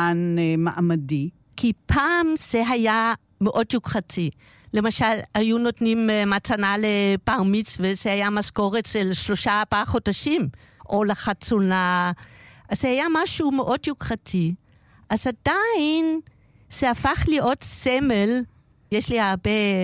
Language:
Hebrew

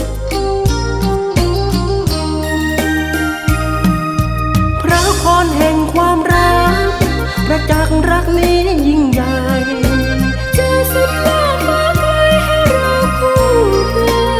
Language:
Thai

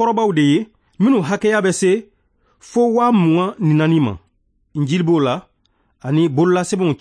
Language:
Bambara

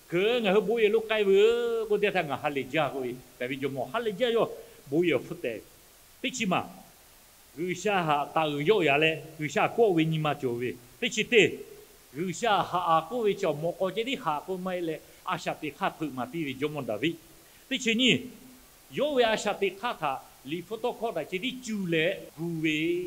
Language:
Lahu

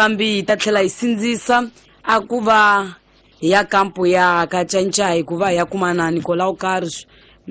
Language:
Tsonga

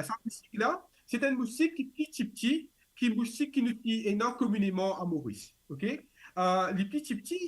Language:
Morisyen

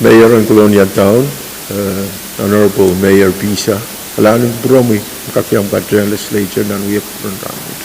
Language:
Pohnpeian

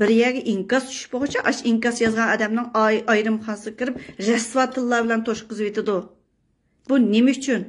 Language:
Uyghur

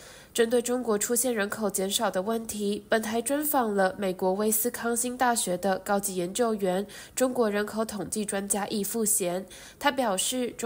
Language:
Chinese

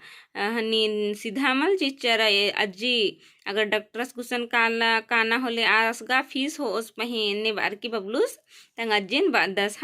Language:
Kurukh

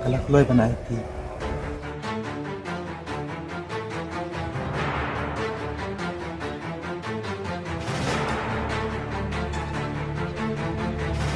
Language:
Khasi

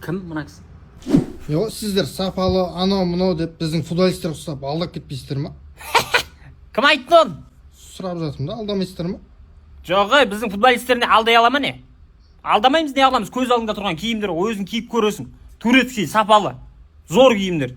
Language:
Kazakh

